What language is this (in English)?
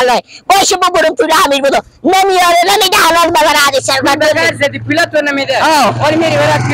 Persian